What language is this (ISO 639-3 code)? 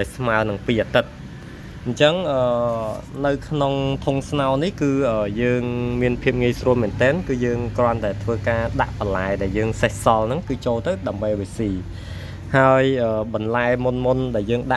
khm